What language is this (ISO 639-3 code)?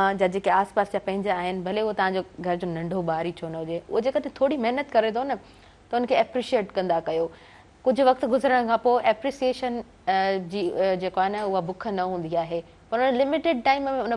snd